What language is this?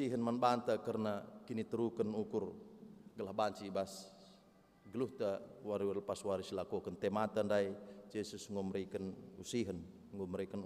Batak Karo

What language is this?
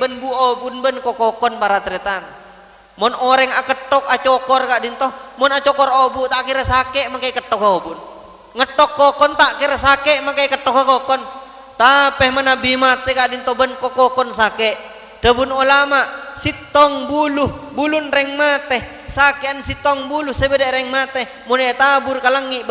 Madurese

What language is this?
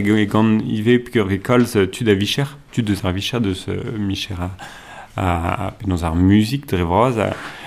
Breton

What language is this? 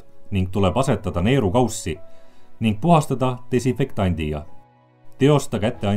Estonian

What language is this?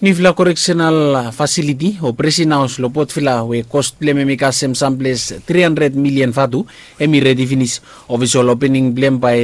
Bislama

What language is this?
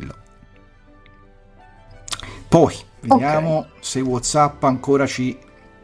Italian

